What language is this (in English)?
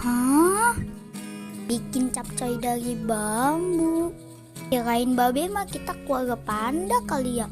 Betawi